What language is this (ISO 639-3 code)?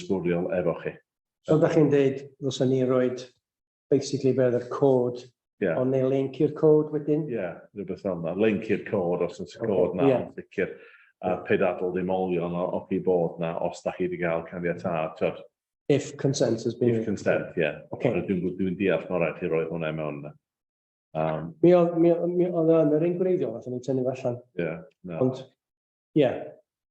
cym